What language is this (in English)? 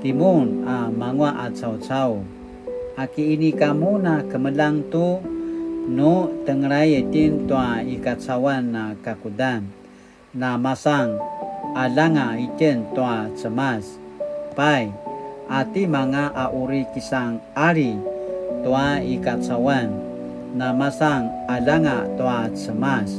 Paiwan